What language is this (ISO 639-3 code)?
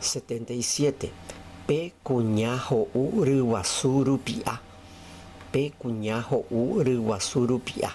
grn